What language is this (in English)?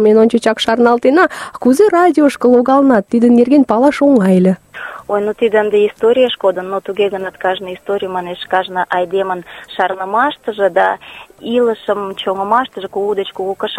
Mari